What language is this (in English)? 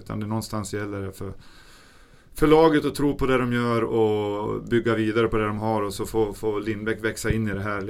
Swedish